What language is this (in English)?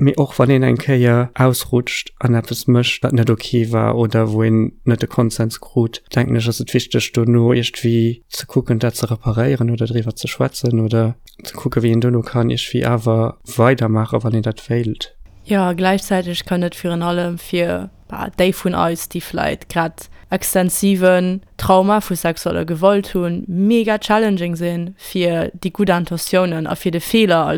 Luxembourgish